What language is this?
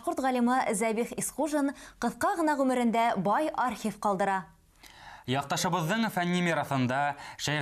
Bashkir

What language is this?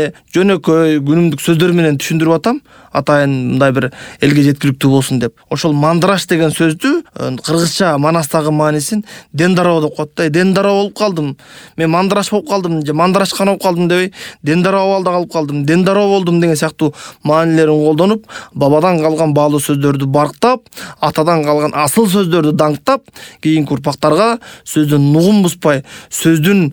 Kyrgyz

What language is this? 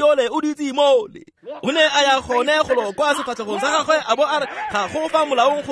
Tswana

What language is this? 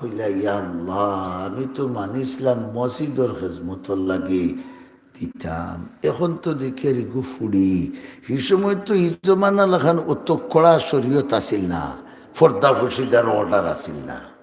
Sylheti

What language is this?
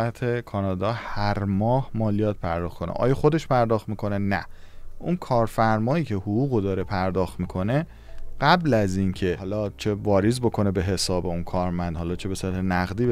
Persian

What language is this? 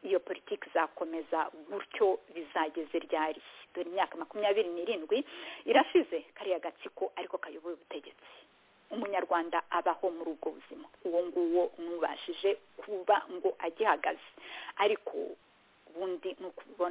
Kinyarwanda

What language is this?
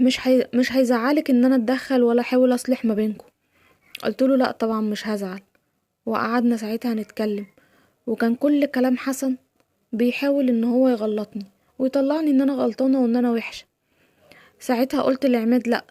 Egyptian Arabic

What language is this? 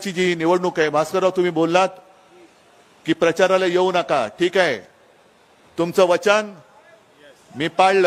Marathi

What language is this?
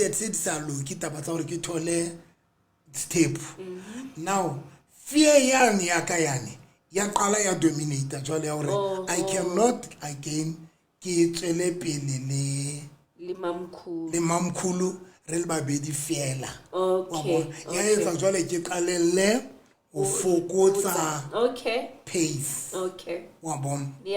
Southern Sotho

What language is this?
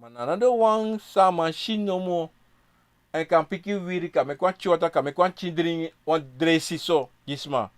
Sranan Tongo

